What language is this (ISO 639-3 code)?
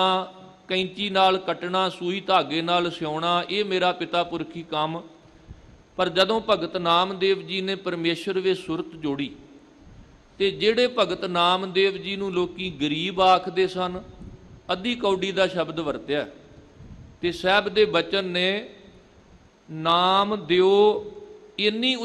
pan